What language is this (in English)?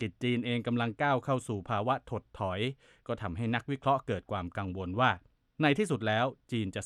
Thai